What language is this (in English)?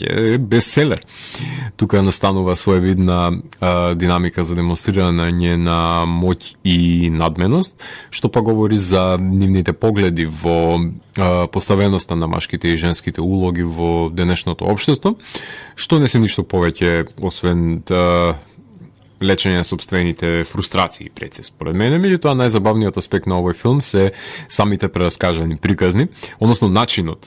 Macedonian